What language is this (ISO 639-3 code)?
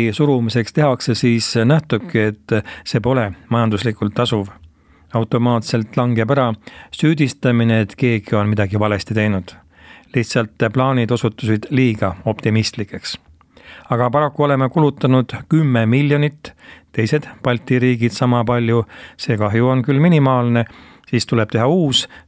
est